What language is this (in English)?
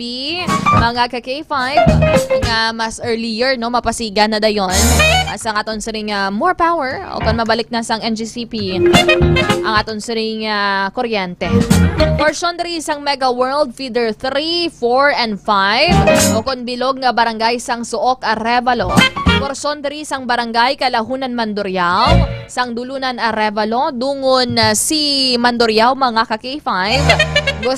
Hiligaynon